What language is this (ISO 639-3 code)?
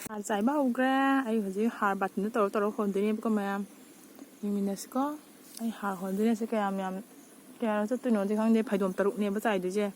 mni